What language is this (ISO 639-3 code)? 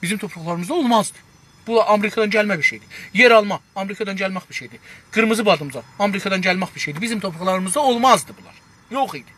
azb